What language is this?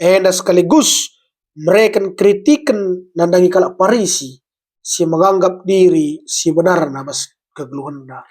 Batak Karo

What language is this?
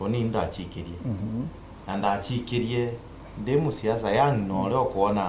Meru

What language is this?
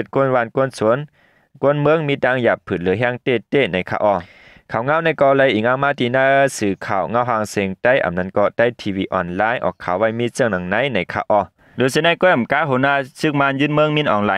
Shan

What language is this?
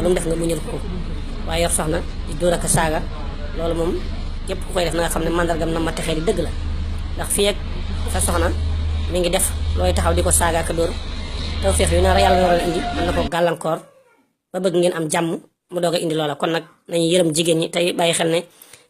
Wolof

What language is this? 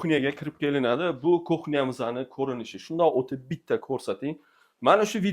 Uzbek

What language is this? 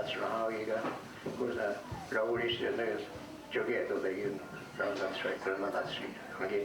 Mohawk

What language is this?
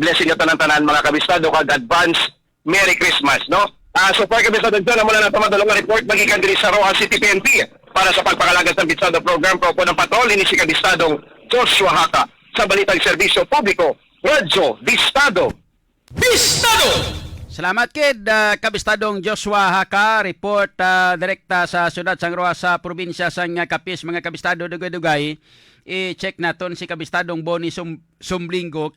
Hiligaynon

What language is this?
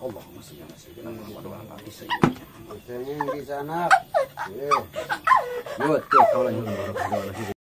Sundanese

